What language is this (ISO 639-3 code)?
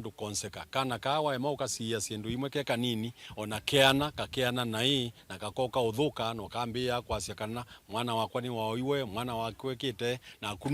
kam